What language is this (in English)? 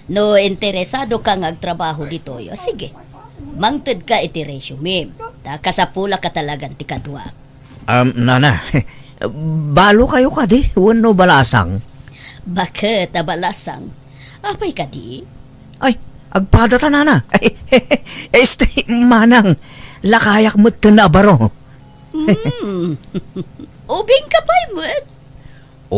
Iloko